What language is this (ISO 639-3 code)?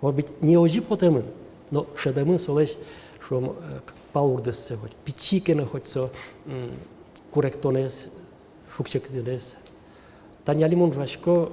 udm